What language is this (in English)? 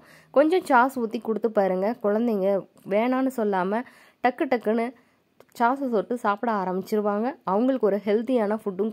Tamil